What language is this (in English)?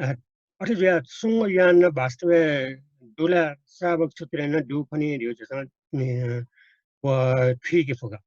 Newari